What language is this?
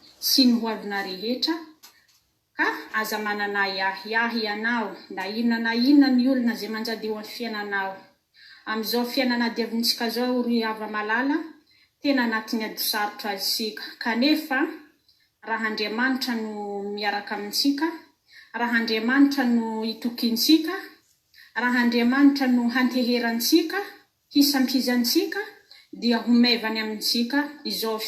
Malagasy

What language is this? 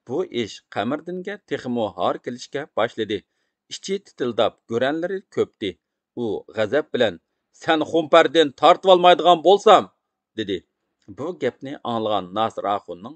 Uyghur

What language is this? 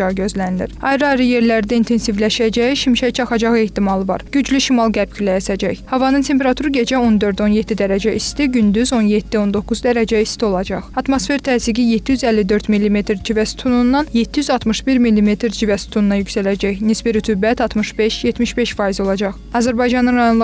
Azerbaijani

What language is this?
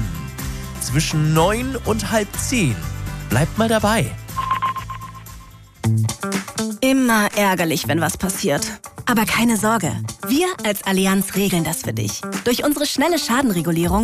German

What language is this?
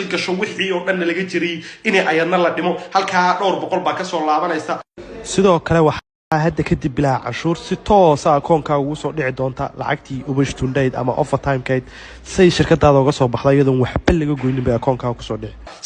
Somali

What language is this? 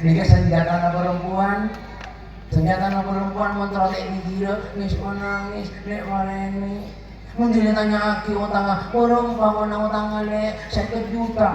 Madurese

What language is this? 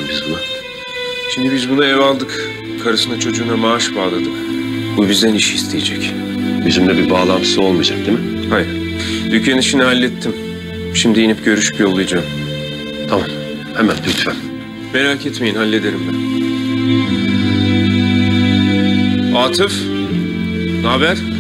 Turkish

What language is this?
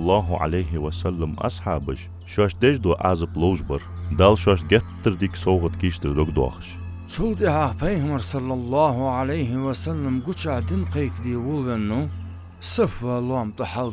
Ingush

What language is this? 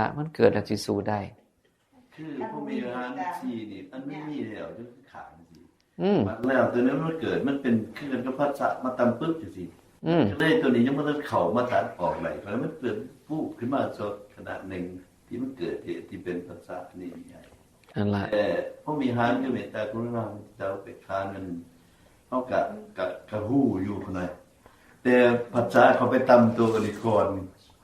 Northeastern Thai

